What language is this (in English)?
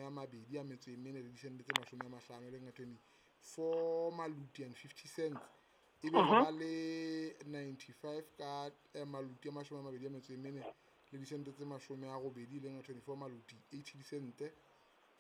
Southern Sotho